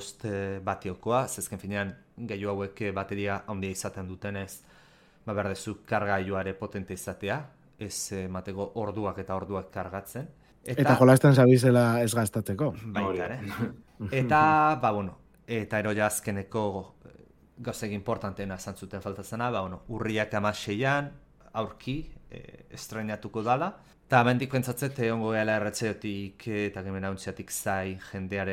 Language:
Basque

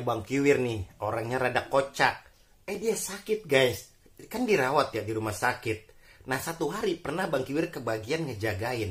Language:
Betawi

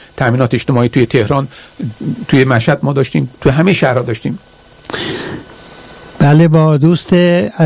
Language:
Persian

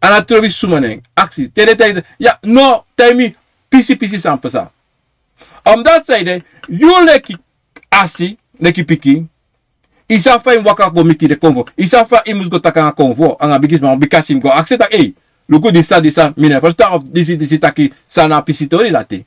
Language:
Sranan Tongo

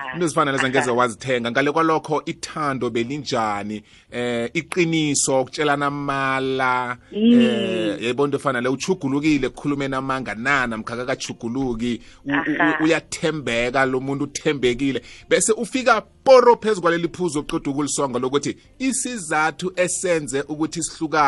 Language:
South Ndebele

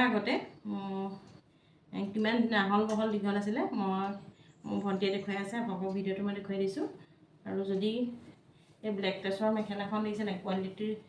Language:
Assamese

